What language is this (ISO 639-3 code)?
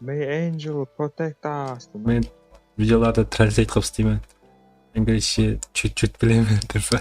kaa